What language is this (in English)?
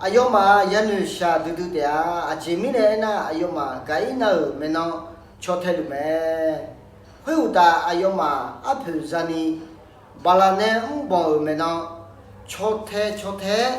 Akha